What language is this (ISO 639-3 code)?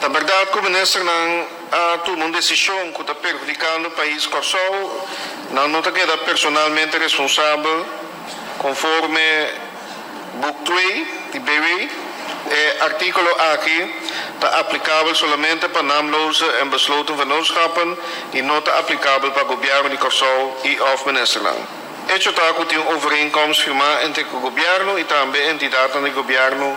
pap